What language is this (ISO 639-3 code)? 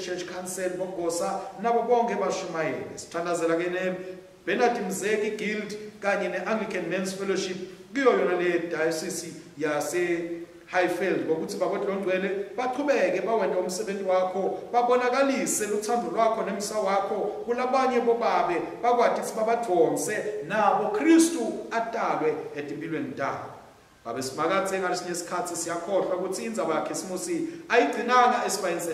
ssw